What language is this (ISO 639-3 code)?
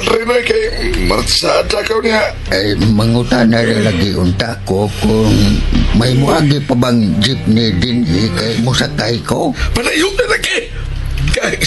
ceb